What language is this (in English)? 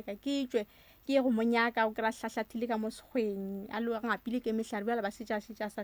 Northern Sotho